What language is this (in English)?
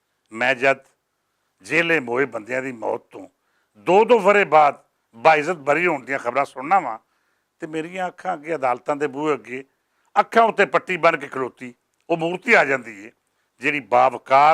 Western Panjabi